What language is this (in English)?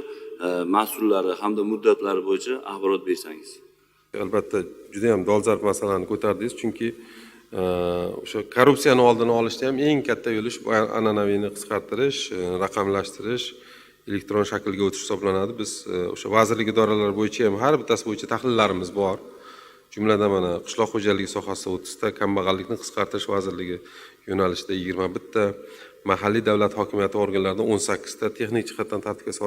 Uzbek